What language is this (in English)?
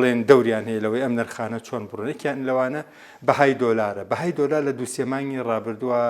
Central Kurdish